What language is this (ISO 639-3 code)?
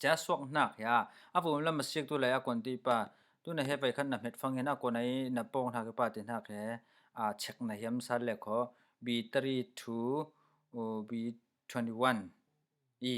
cfm